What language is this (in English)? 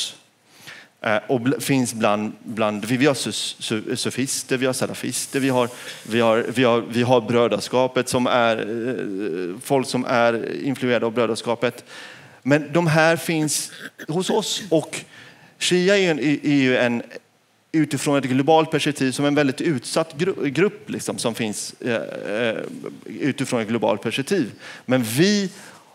Swedish